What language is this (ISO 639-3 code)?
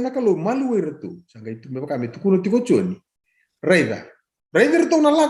fij